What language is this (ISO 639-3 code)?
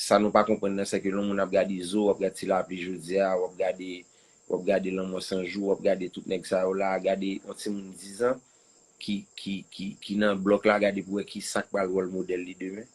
hat